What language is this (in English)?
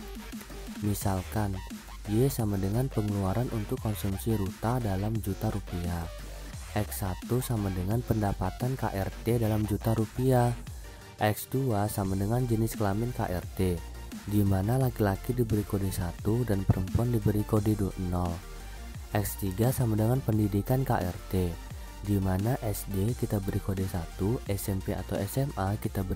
Indonesian